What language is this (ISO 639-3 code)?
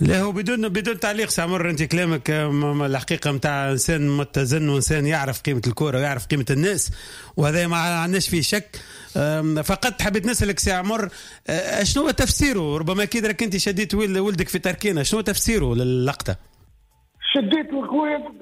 aeb